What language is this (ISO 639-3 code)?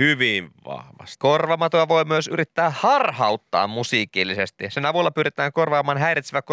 fin